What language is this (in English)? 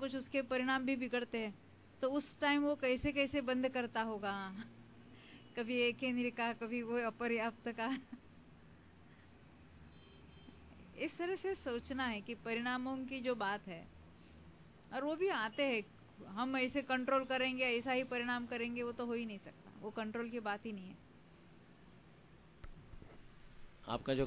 Hindi